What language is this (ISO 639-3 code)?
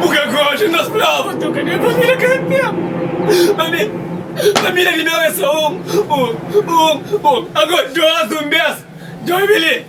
kea